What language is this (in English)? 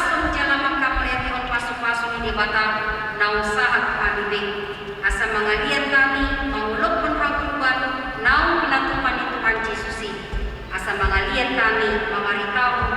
Batak Toba